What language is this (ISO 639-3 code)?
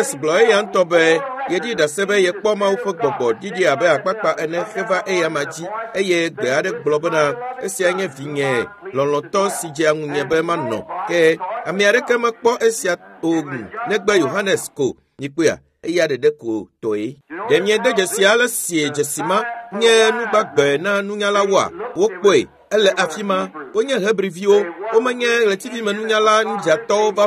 ewe